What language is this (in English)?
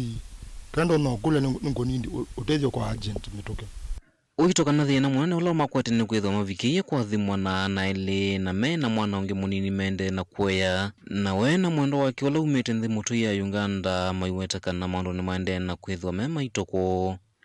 Kamba